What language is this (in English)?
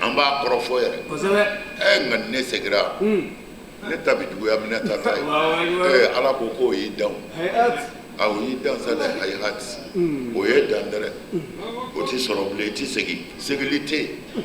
Bambara